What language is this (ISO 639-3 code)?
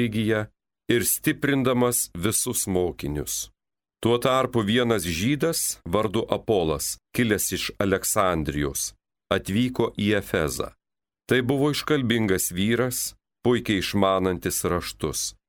lit